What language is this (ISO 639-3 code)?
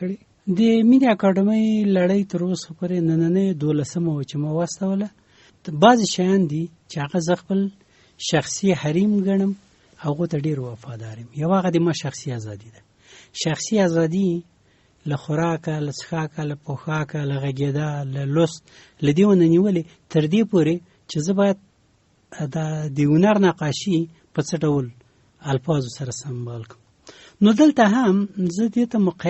pus